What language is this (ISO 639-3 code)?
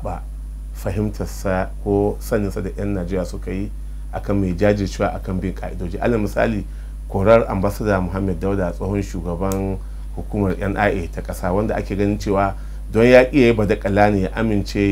hau